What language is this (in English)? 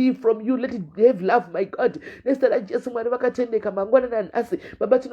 Shona